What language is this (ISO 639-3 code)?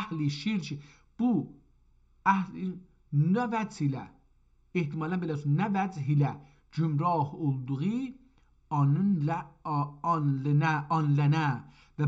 azb